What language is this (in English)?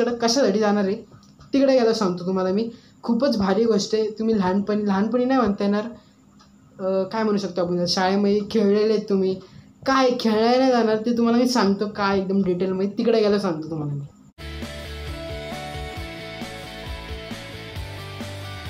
Marathi